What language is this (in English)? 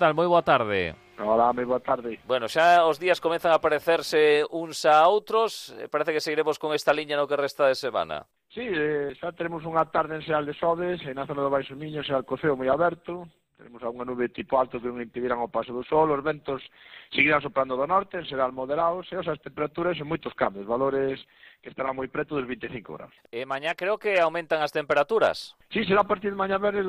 Galician